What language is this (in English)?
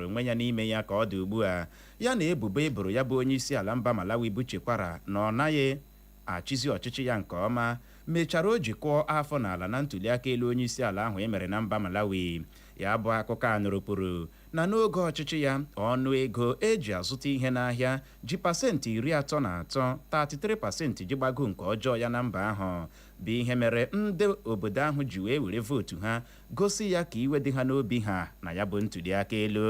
Igbo